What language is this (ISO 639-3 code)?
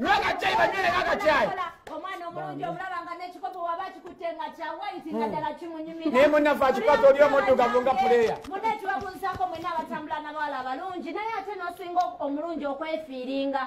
lug